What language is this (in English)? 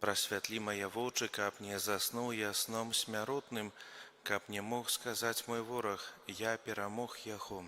Belarusian